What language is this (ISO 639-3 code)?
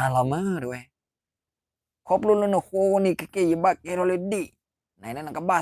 ksw